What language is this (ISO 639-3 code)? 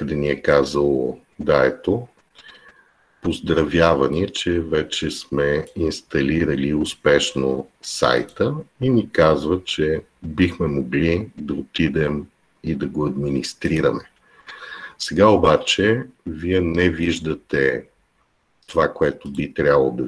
bul